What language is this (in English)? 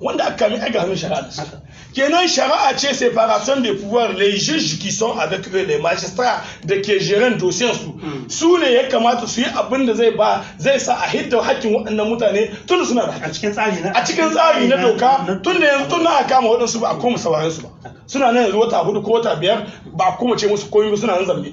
Hausa